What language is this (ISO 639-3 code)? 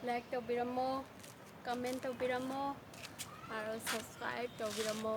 mni